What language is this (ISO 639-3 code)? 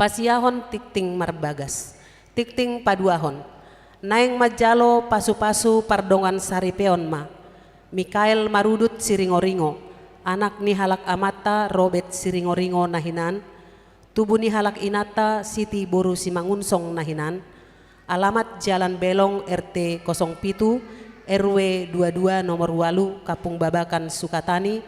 bbc